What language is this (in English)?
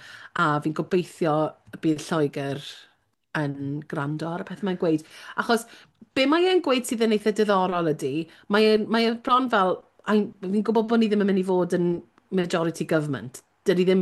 Welsh